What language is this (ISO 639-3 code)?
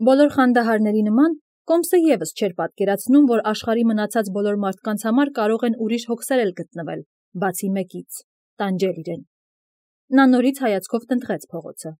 hye